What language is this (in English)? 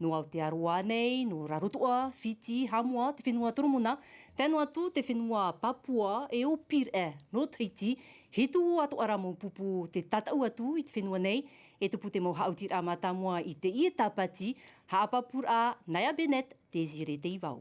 Tahitian